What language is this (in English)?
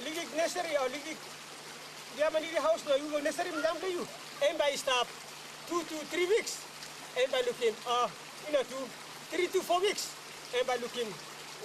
Tok Pisin